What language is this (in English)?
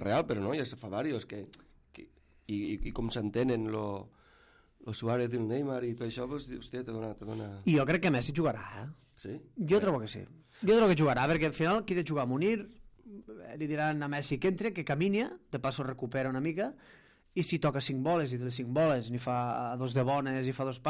Catalan